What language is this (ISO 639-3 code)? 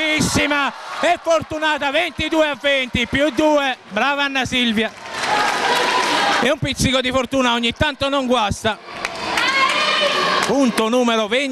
ita